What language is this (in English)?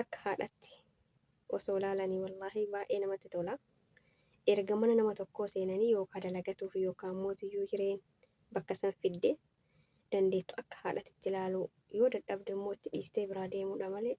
Oromo